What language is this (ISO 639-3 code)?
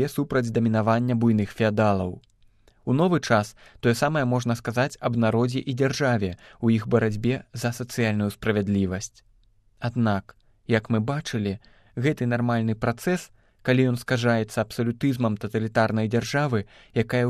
bel